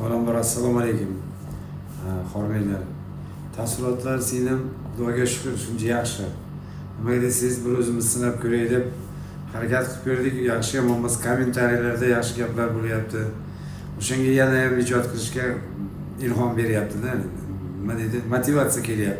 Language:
Uzbek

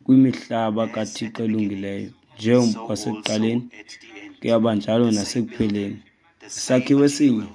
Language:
Xhosa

